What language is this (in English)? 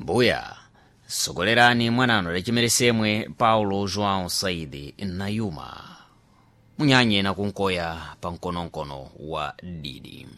Sena